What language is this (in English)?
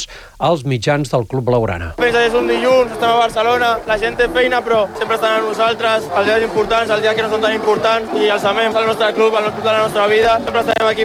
Catalan